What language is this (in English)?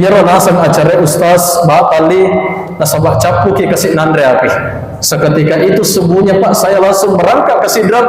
Buginese